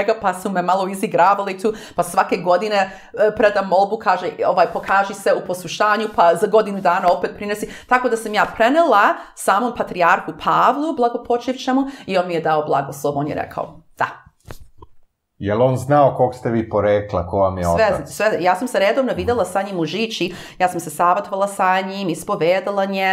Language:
Serbian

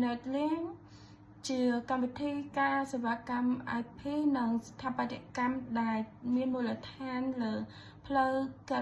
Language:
Khmer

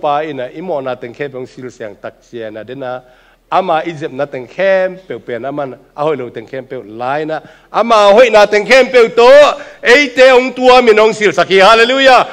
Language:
Tedim Chin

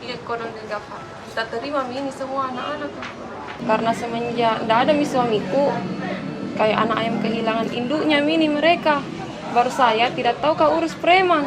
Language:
Makassar Malay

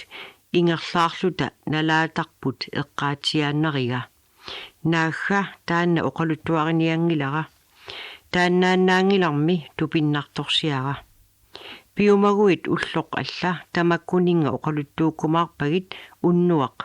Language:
Kalaallisut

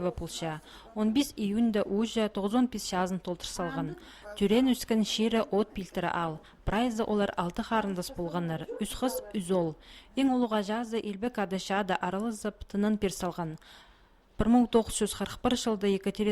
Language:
Khakas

